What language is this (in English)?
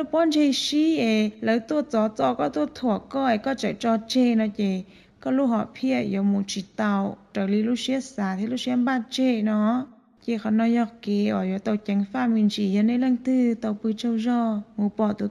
Hmong